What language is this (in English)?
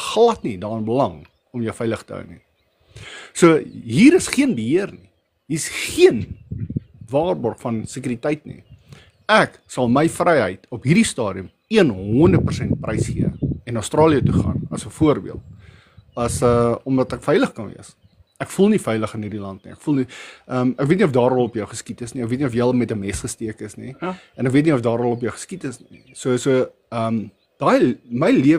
Afrikaans